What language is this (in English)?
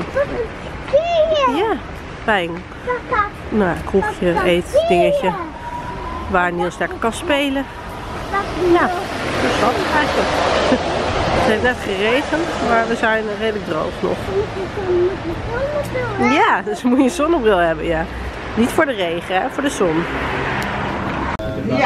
Dutch